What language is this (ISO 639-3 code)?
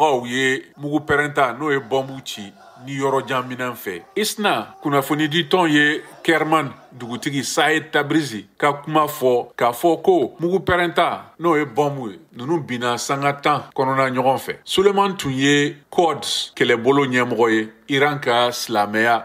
bam